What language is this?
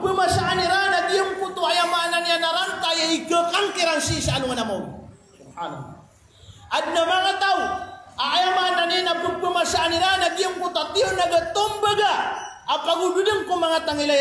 Maranao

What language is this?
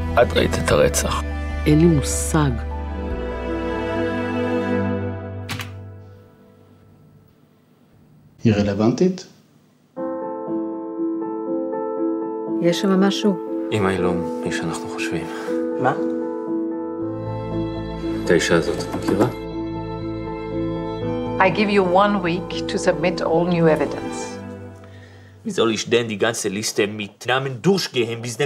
Hebrew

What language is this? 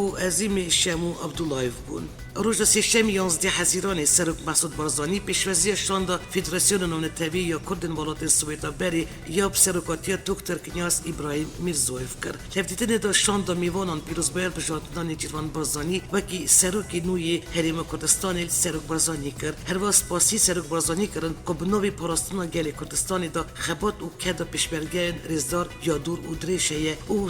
Kurdish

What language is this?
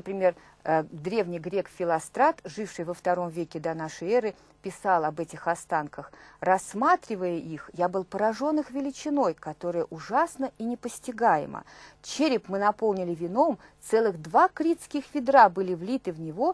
Russian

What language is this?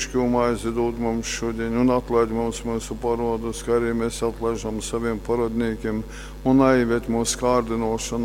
Latgalian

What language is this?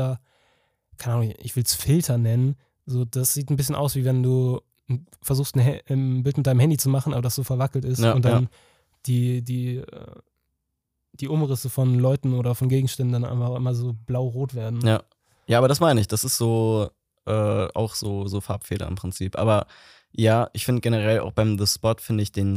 German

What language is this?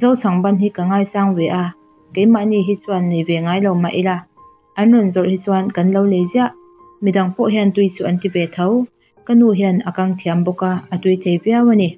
Mizo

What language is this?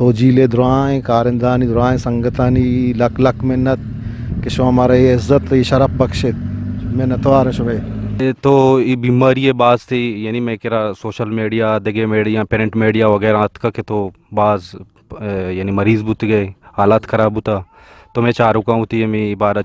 Eastern Balochi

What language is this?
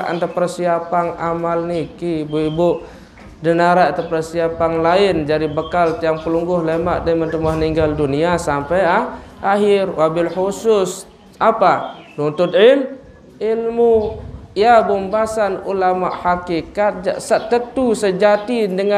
Sasak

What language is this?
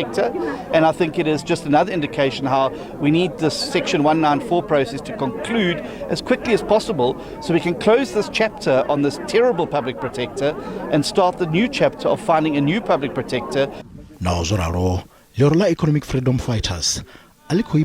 Venda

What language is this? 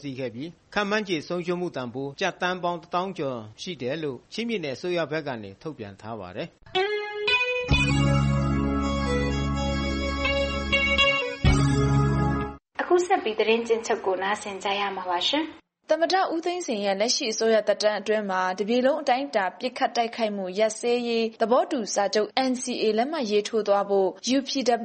Burmese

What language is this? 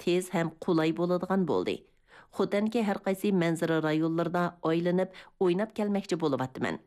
Uyghur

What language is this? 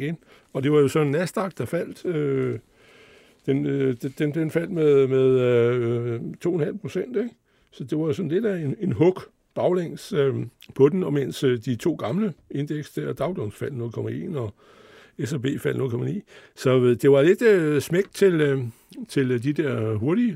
Danish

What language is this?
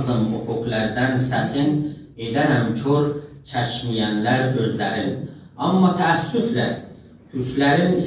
South Azerbaijani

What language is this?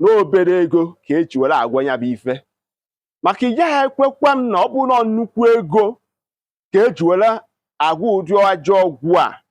Igbo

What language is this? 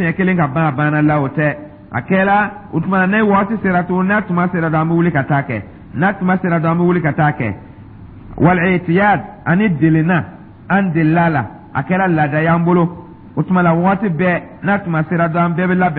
Dyula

